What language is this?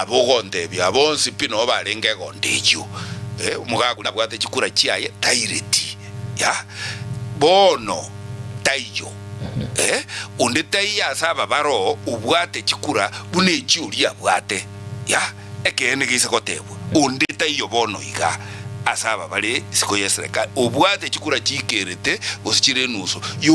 Gusii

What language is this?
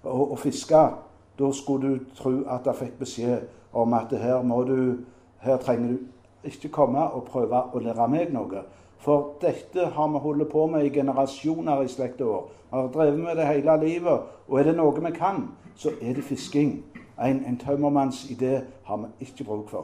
Norwegian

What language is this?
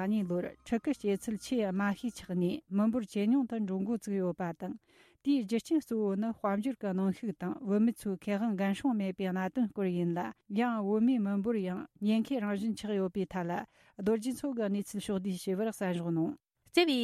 Tibetan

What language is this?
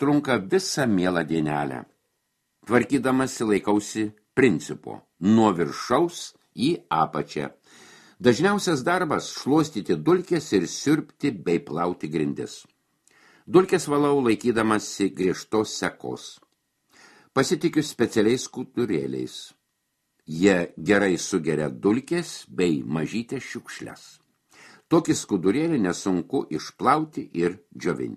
Lithuanian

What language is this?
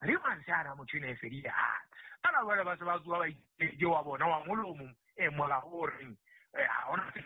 Southern Sotho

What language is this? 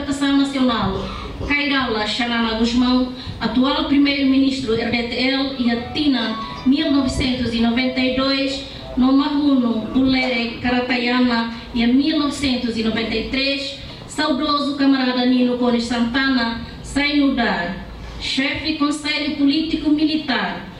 Tetum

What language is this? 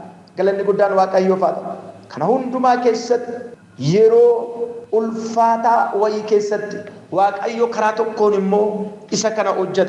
Oromo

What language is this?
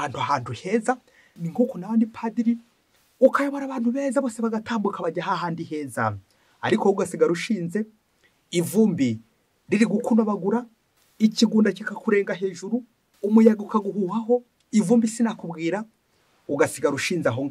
Kinyarwanda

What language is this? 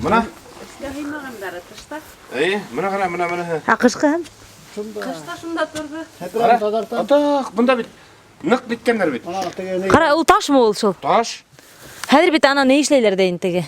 Bashkir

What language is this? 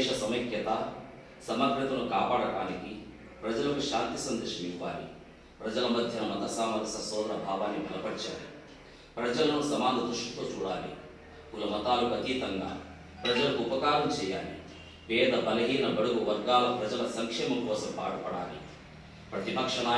Telugu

